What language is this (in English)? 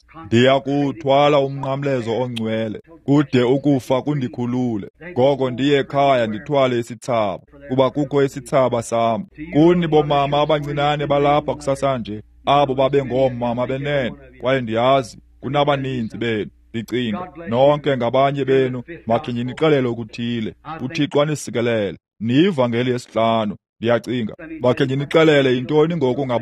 Xhosa